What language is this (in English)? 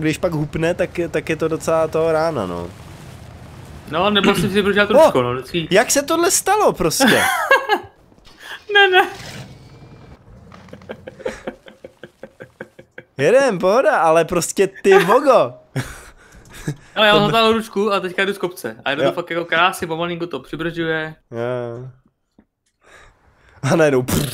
Czech